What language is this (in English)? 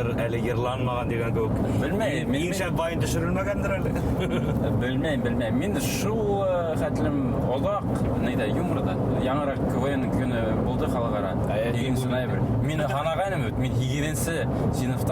Bashkir